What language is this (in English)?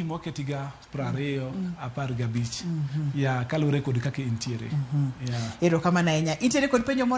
Luo (Kenya and Tanzania)